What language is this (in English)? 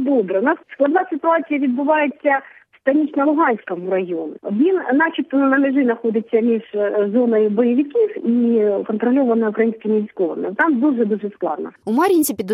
Ukrainian